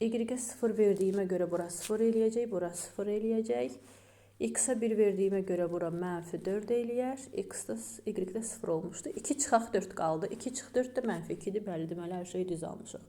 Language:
Azerbaijani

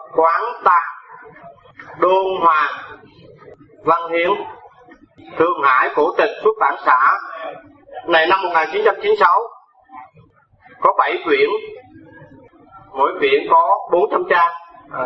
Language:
Vietnamese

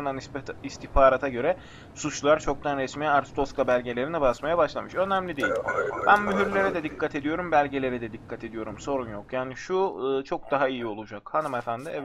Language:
Turkish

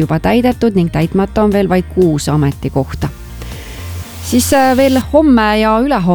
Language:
Estonian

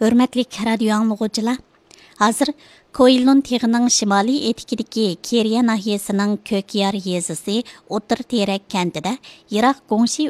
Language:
Uyghur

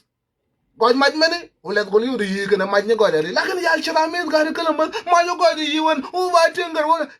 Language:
Nuer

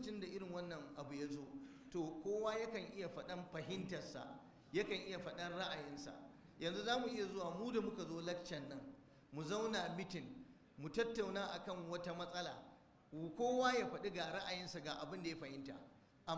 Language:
Hausa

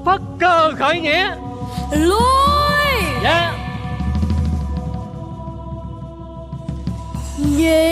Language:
Vietnamese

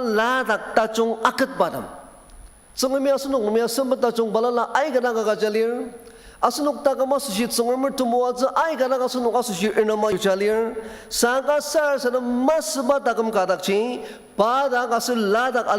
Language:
Ao Naga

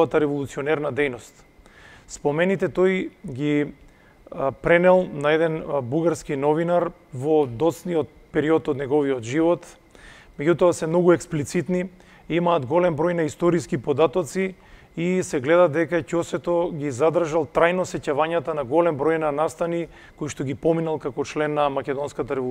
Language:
Macedonian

